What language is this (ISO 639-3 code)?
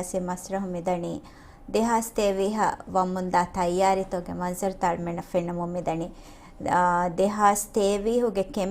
div